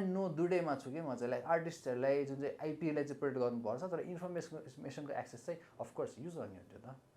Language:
Nepali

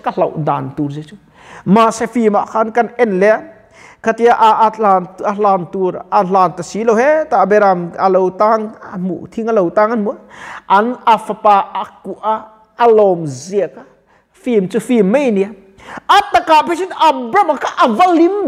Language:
Mizo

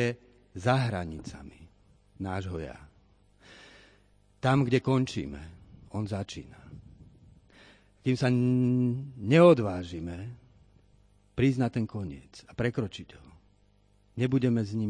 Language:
Slovak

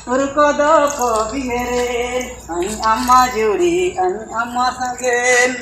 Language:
Ho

